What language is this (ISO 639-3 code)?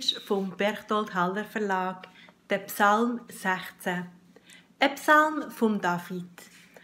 gsw